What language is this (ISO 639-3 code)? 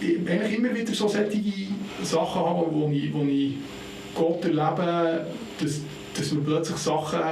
gsw